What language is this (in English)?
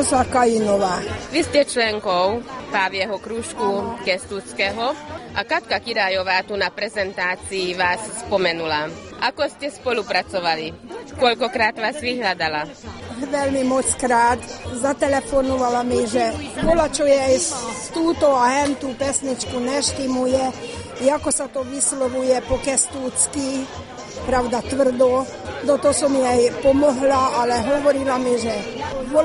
Slovak